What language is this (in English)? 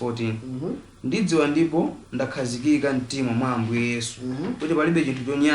Nyanja